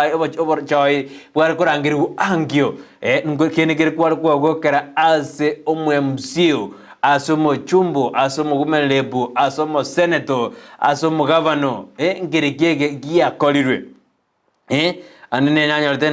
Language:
Gusii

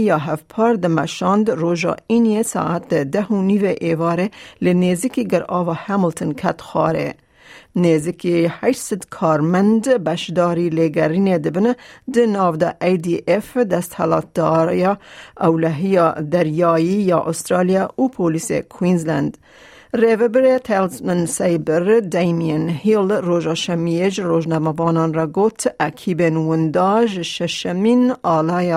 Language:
Kurdish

